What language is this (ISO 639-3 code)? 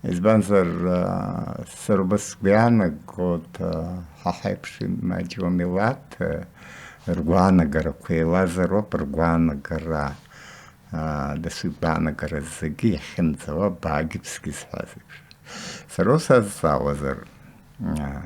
abk